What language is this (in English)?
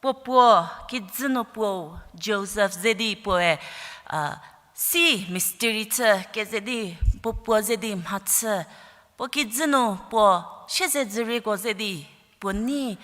Angami Naga